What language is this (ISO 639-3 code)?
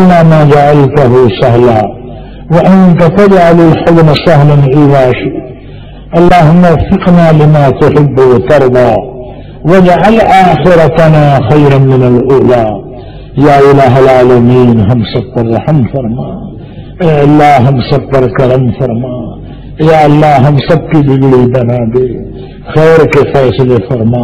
urd